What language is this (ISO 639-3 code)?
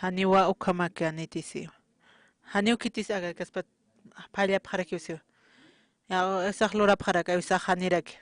aym